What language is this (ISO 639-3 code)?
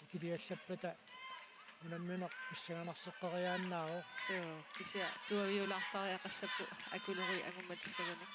kal